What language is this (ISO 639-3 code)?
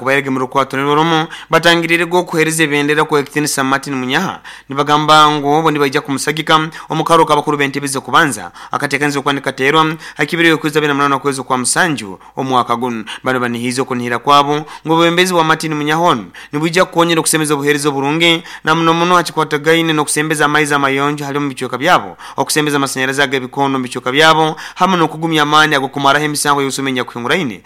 nyo